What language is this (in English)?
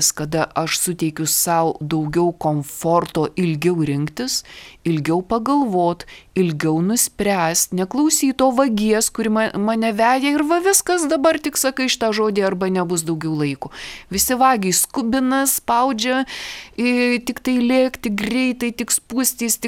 Lithuanian